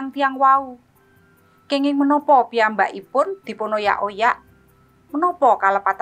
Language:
Javanese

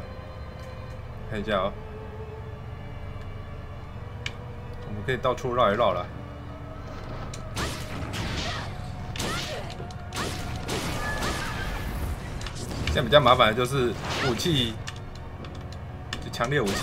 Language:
Chinese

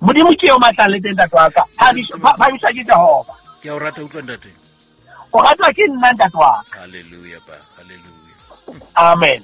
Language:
Southern Sotho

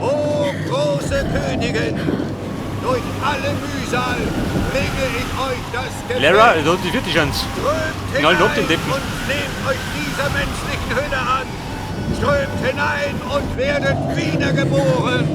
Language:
Bavarian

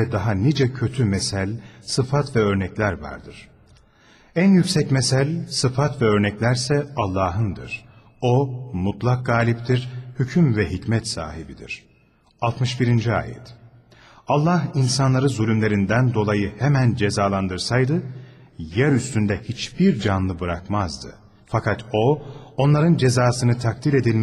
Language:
Turkish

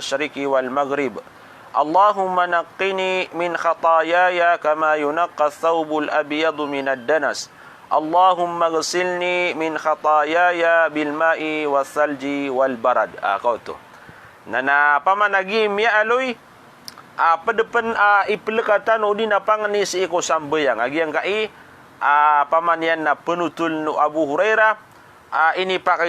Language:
Maranao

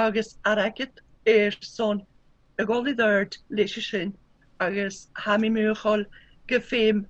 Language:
Scottish Gaelic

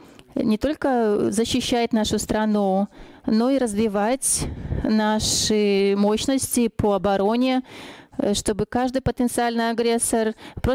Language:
Russian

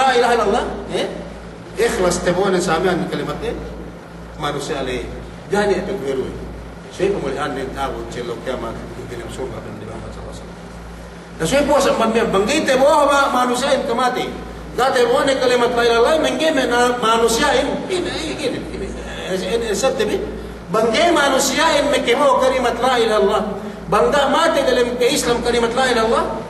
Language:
Yakan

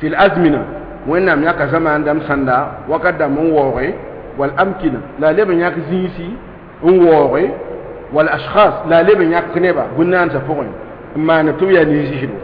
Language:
Mossi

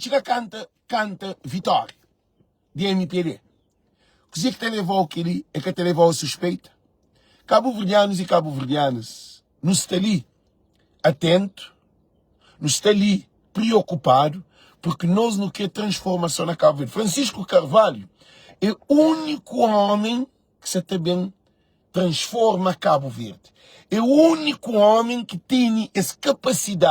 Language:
Kabuverdianu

